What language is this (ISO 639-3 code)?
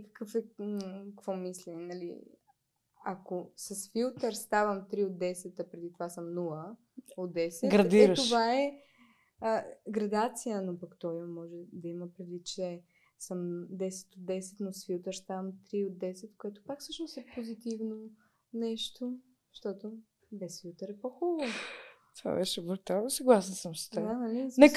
bul